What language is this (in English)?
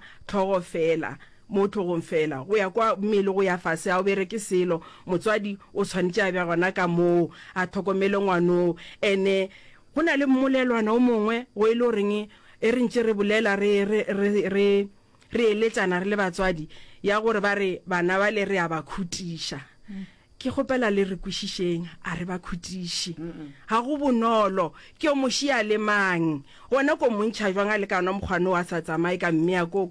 Northern Sotho